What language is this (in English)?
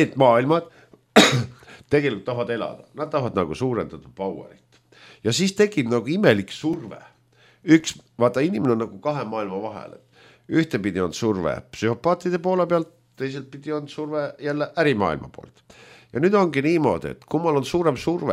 Estonian